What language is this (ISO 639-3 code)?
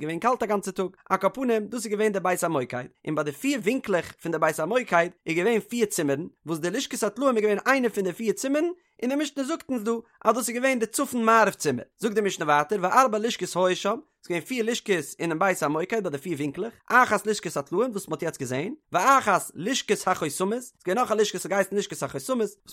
yid